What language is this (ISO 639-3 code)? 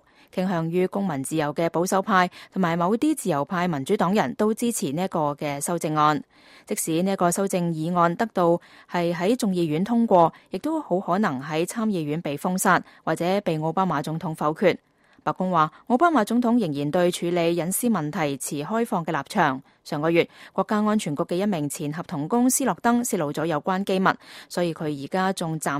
yue